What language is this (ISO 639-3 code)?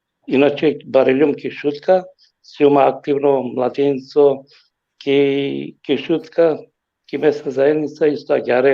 rmn